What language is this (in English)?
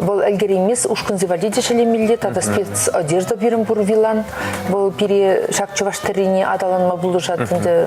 Chuvash